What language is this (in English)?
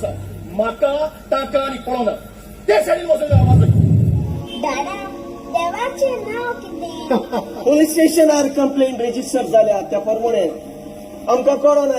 Konkani